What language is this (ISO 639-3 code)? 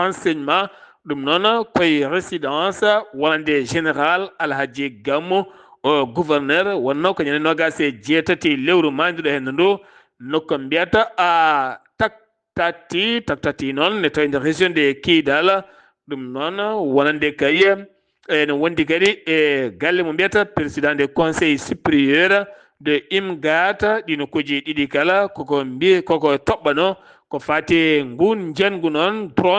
ful